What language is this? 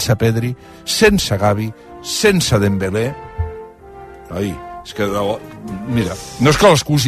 Catalan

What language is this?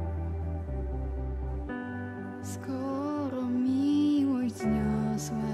Polish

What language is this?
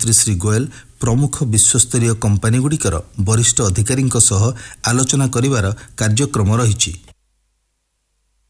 Odia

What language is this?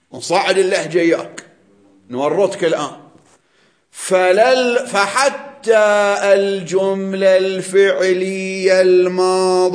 Arabic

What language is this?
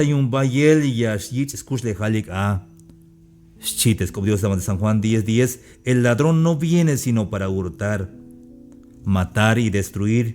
Tzeltal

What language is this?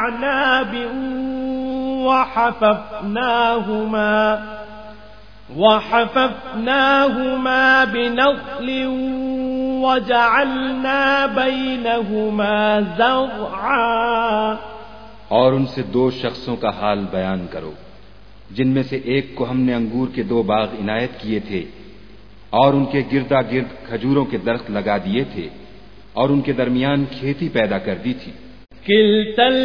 Urdu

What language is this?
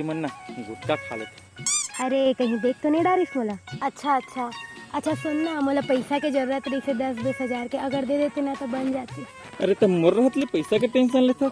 Chhattisgarhi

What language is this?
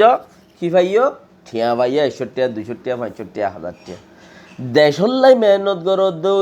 Rohingya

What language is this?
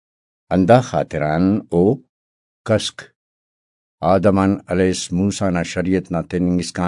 Brahui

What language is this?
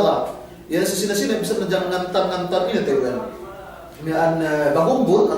Yakan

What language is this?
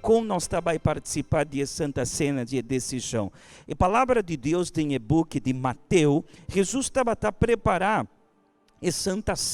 Papiamento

